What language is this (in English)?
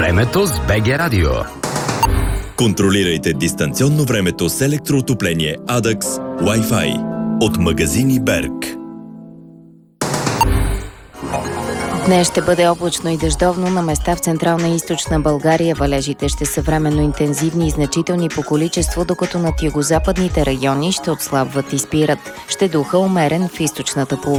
Bulgarian